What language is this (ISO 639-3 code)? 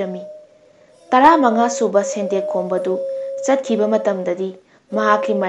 mni